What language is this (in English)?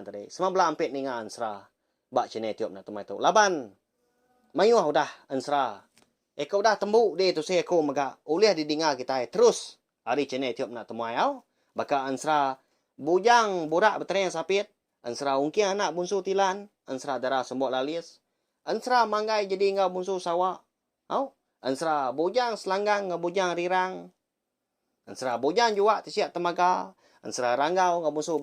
Iban